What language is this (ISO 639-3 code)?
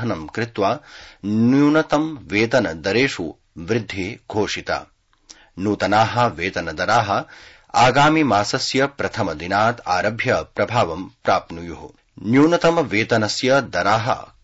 san